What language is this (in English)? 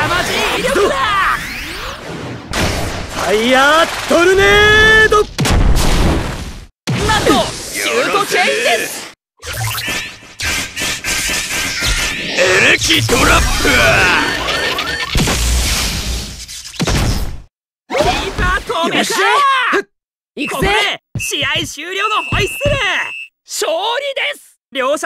Japanese